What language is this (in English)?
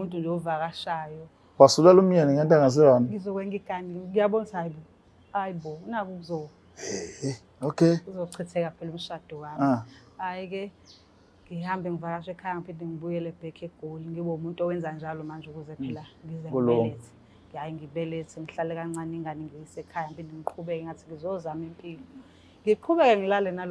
Zulu